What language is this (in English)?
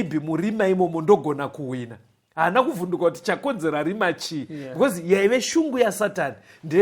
Shona